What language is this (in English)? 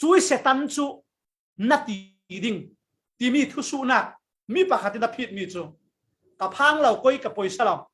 Falam Chin